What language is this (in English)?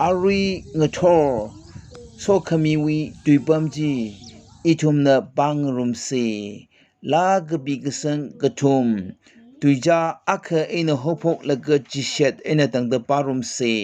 Tangkhul Naga (India)